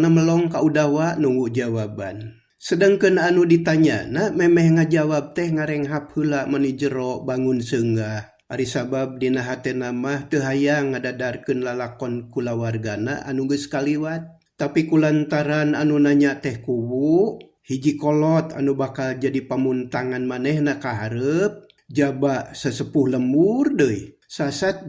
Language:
Sundanese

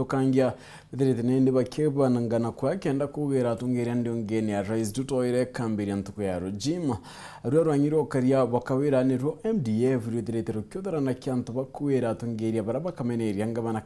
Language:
Meru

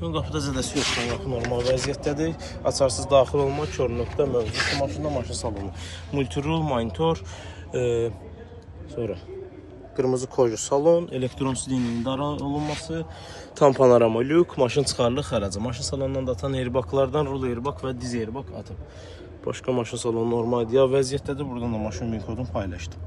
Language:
Azerbaijani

